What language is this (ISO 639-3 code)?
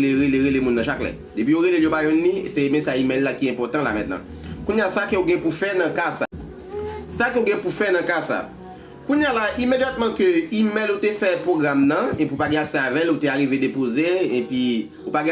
hat